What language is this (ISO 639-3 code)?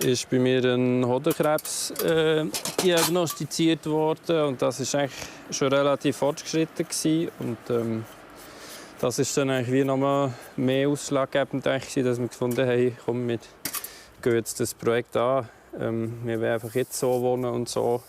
gsw